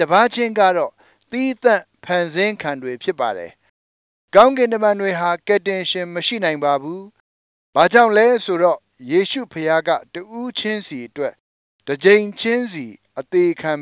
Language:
Burmese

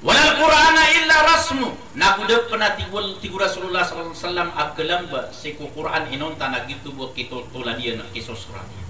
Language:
Maranao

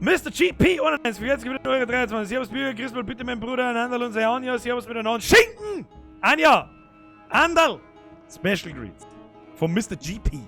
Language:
Bavarian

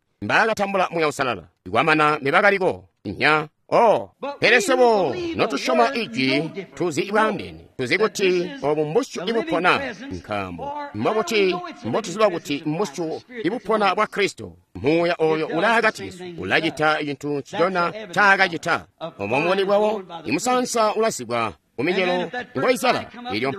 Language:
Tonga (Zambia)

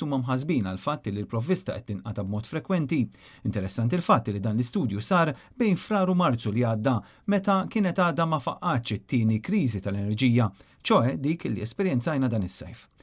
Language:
Maltese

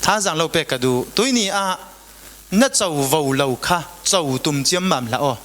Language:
Falam Chin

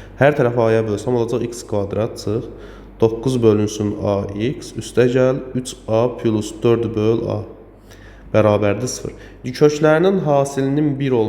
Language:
Azerbaijani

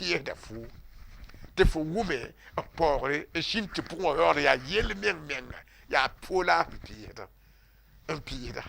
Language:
Mossi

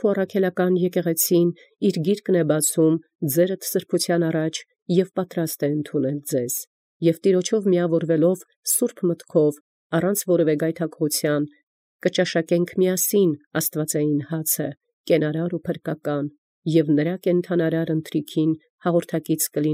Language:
Armenian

